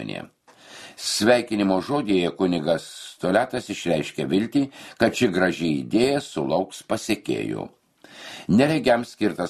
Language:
Lithuanian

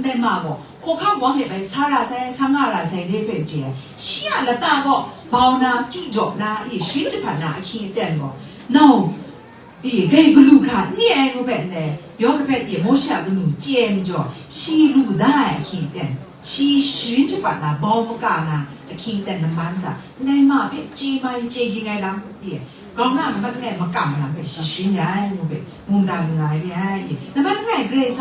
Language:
Kachin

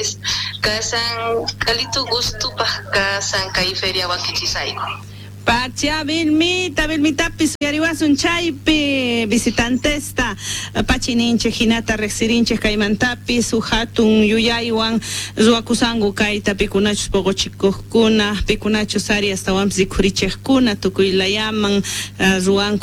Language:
Quechua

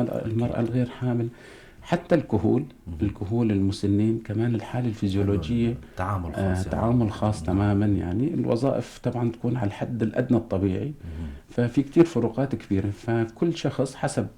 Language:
North Levantine Arabic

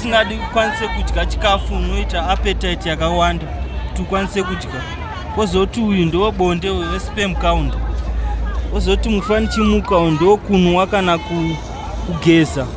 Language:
Shona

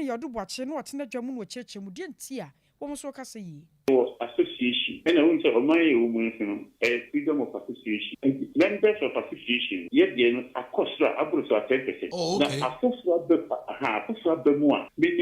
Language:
Akan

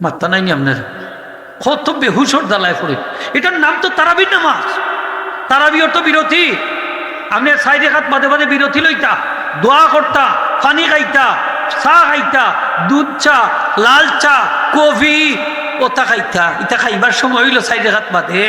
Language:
Sylheti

